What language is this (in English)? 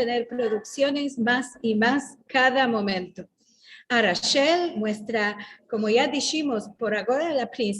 Ladino